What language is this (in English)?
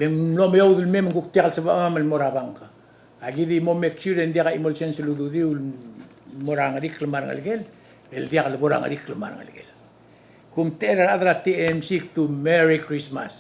Palauan